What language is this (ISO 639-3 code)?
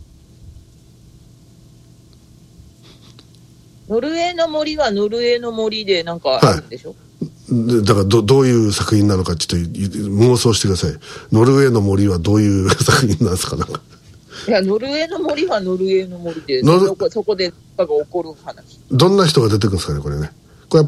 jpn